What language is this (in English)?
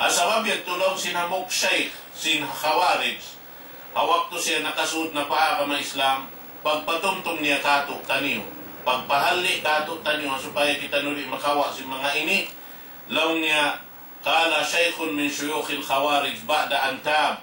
Tausug